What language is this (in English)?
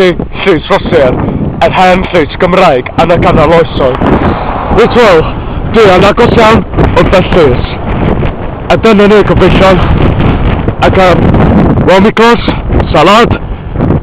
Welsh